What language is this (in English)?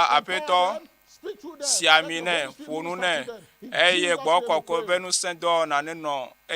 Ewe